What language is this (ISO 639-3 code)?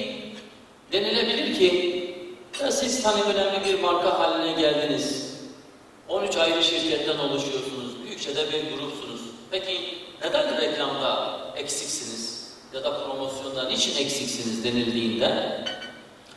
tur